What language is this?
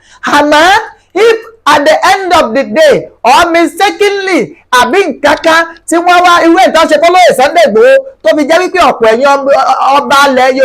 Yoruba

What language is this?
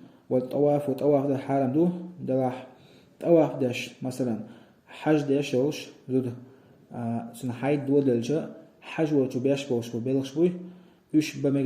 Chechen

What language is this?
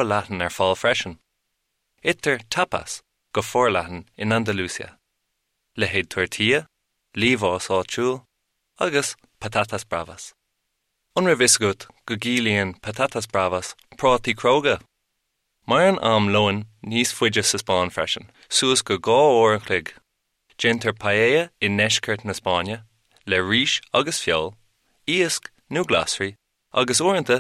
Irish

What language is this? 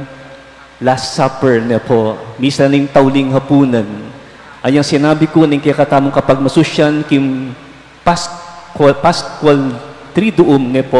Pampanga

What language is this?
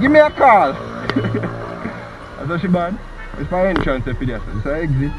Jamaican Creole English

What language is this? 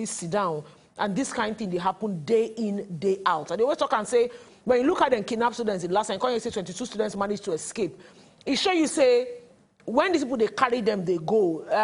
Nigerian Pidgin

